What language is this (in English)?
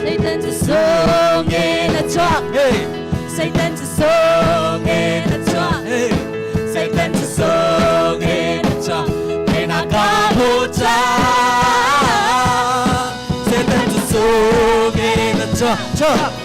Hakha Chin